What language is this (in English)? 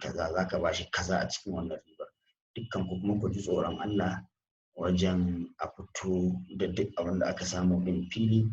Hausa